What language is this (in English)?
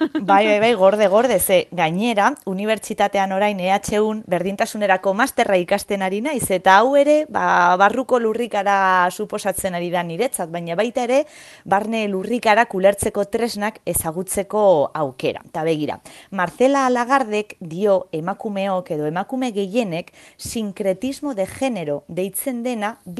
Basque